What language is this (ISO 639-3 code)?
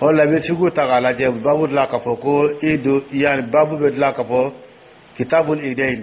dyu